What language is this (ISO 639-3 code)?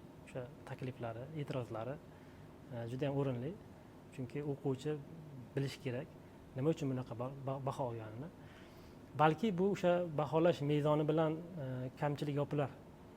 uzb